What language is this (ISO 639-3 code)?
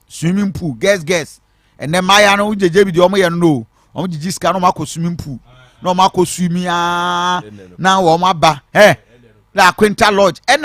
aka